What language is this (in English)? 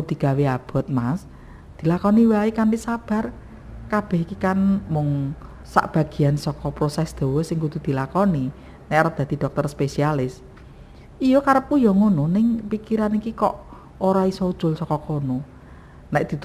Javanese